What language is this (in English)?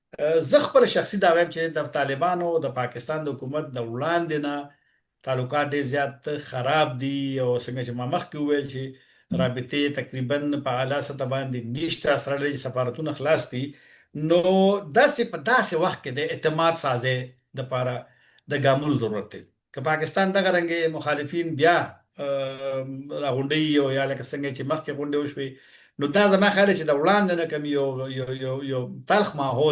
Pashto